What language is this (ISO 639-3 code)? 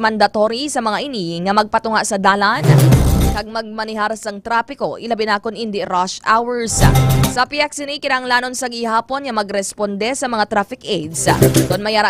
hil